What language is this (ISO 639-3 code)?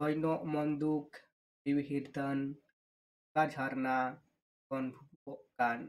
sat